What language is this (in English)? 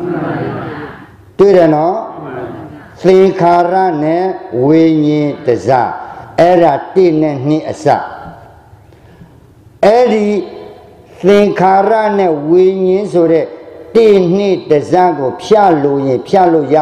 Burmese